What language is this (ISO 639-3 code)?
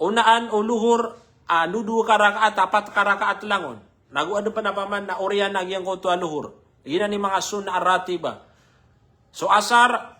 mrw